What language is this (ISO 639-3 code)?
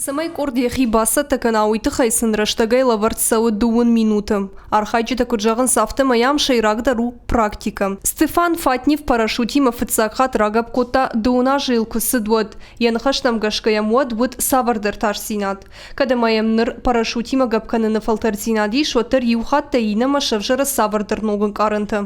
oss